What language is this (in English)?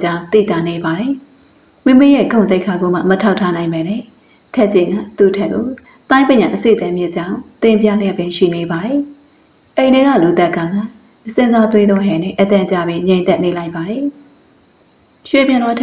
Burmese